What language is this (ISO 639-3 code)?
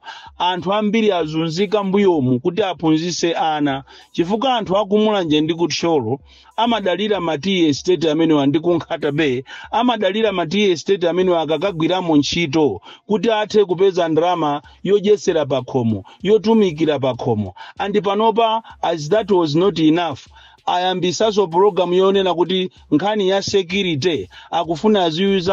nya